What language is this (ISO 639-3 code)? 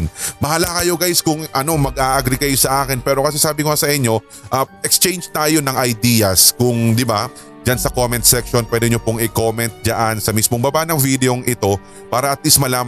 fil